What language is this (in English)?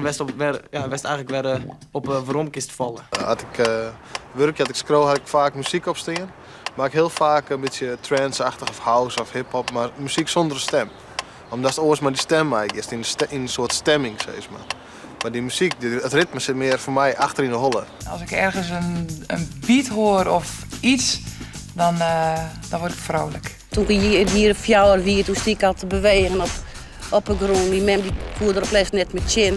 Western Frisian